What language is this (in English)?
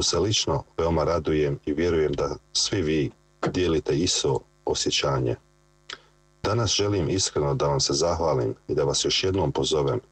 Bosnian